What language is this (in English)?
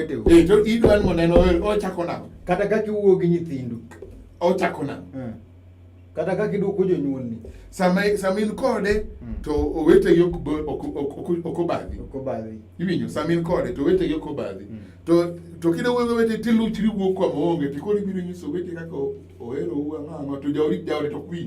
Luo (Kenya and Tanzania)